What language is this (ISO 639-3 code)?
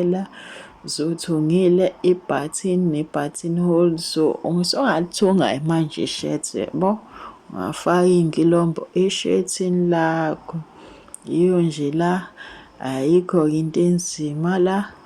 zul